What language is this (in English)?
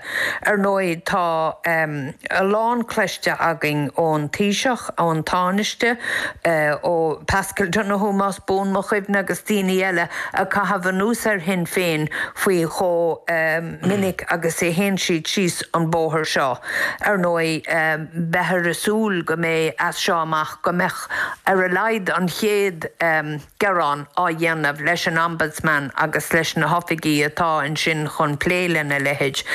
Irish